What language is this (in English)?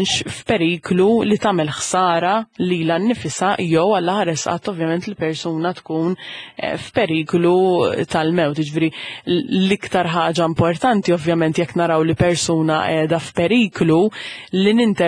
Maltese